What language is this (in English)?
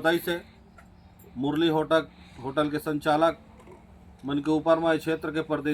Chhattisgarhi